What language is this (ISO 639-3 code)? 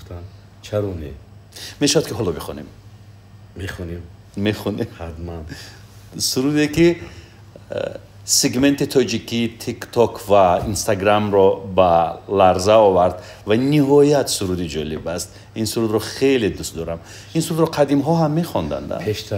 tgk